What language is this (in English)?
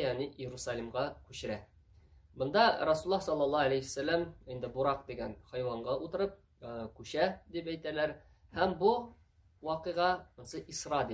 Tatar